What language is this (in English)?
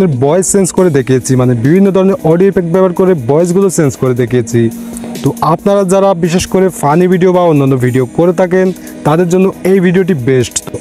Bangla